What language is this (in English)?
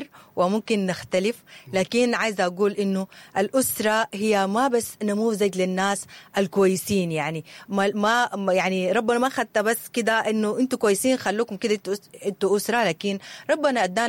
Sudanese Arabic